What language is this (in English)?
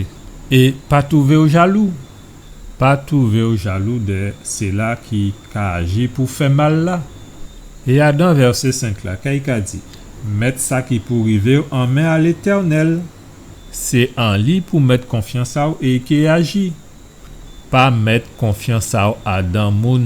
Guadeloupean Creole French